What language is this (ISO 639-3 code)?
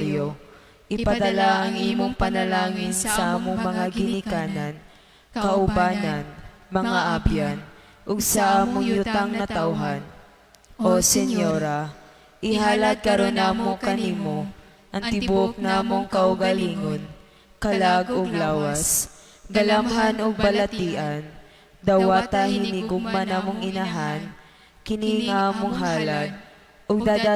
ceb